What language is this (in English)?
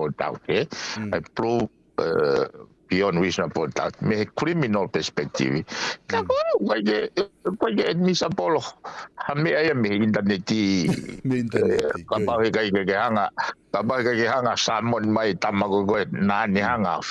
Tongan